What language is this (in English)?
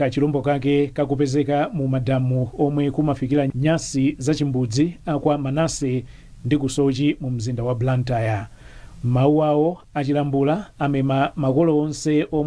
Nyanja